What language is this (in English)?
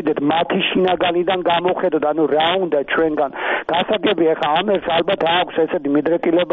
Georgian